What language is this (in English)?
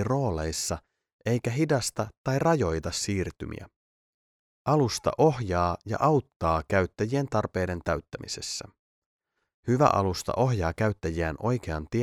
Finnish